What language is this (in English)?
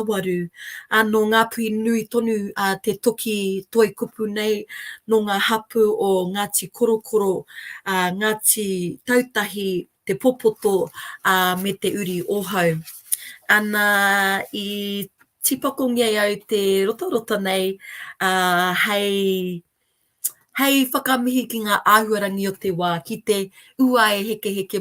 Māori